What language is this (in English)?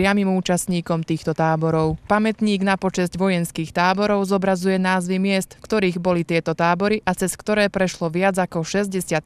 Slovak